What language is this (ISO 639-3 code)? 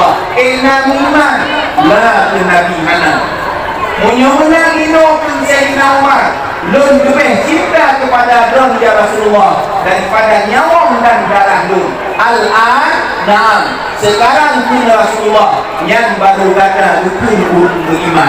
ace